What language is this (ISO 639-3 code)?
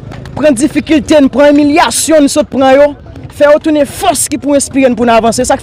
hat